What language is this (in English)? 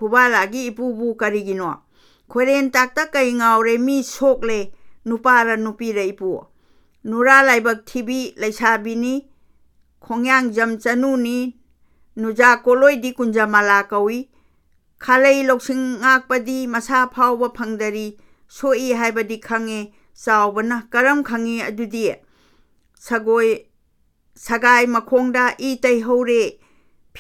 Manipuri